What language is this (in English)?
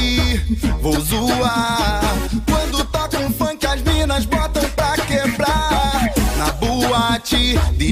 Portuguese